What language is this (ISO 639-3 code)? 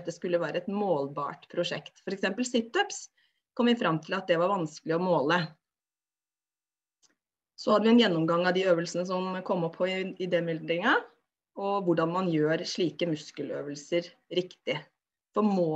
nor